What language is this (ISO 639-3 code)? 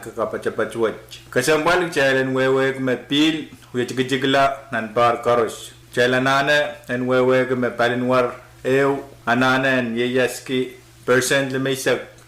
pon